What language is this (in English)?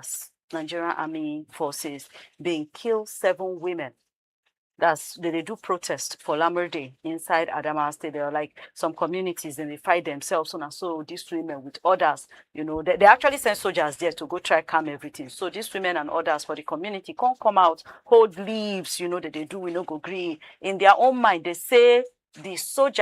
Nigerian Pidgin